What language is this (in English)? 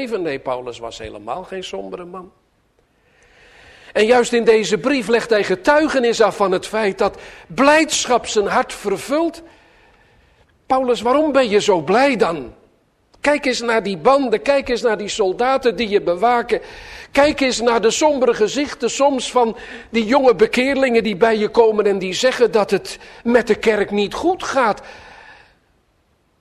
Dutch